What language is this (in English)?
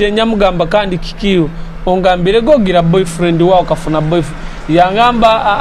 Nyoro